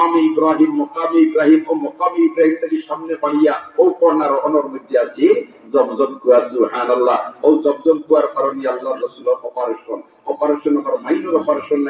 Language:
Sylheti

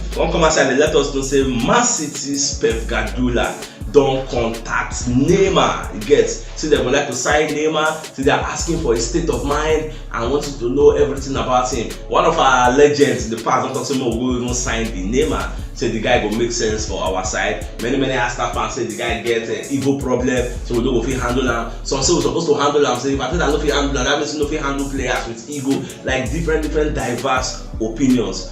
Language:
Nigerian Pidgin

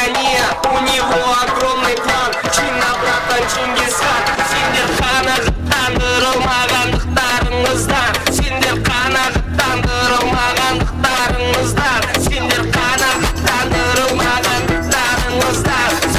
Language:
Kara-Kalpak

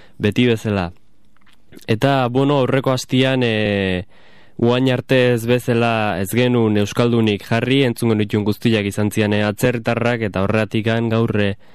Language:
Basque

